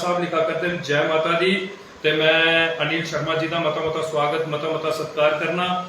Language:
Dogri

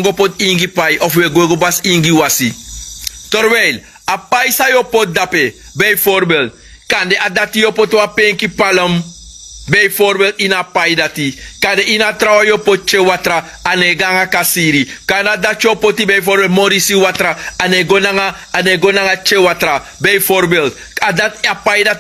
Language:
Sranan Tongo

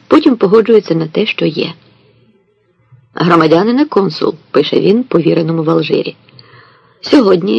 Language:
Ukrainian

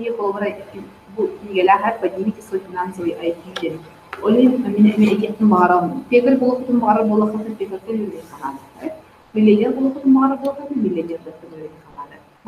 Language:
Yakut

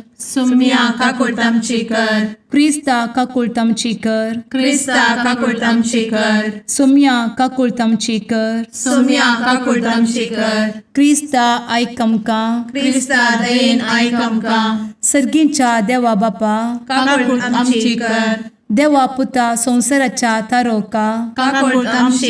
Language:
Konkani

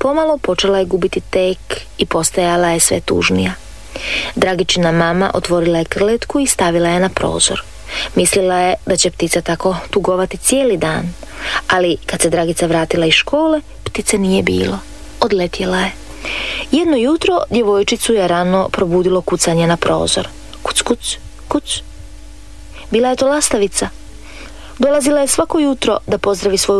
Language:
Croatian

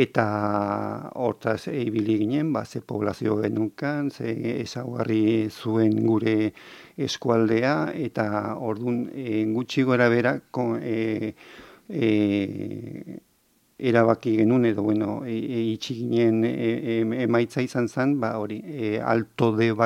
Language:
Basque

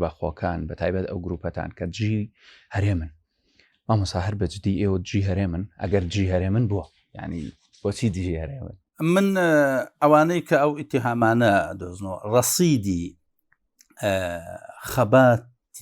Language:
Central Kurdish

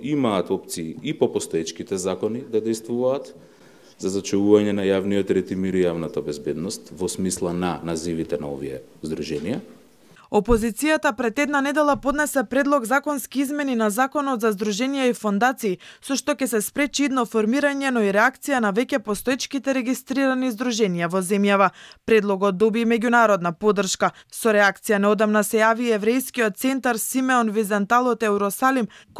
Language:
Macedonian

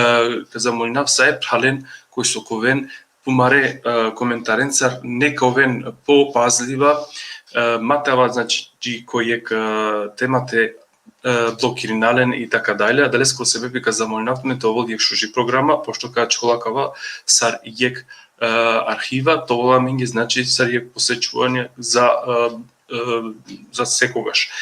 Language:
Balkan Romani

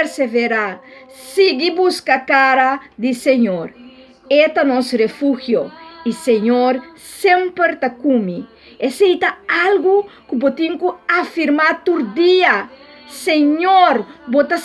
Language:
Papiamento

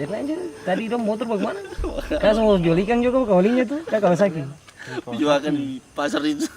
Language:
Ambonese Malay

